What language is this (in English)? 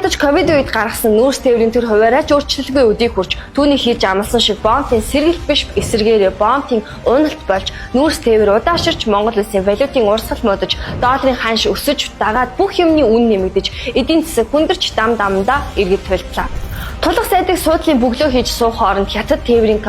Mongolian